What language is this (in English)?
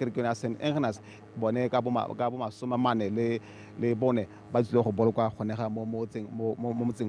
Tswana